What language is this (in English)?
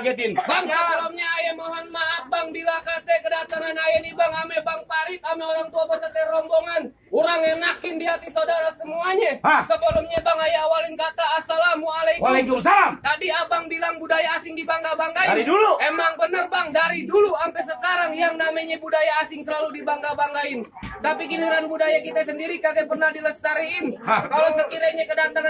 Betawi